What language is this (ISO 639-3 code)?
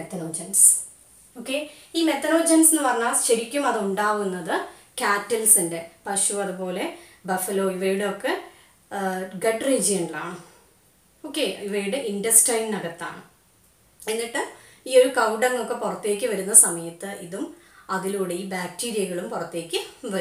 mal